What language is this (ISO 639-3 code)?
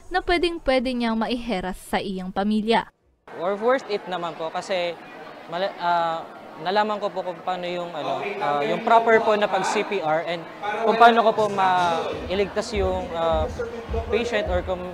bik